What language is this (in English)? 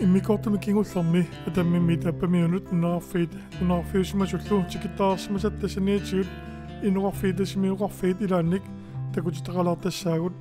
Kalaallisut